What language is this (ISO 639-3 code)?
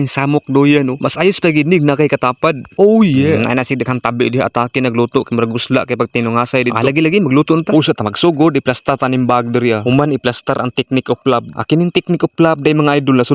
ceb